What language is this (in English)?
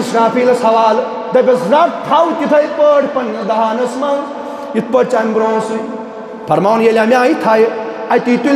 Kashmiri